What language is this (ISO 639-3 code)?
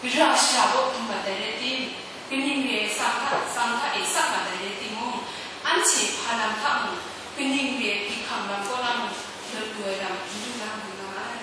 kac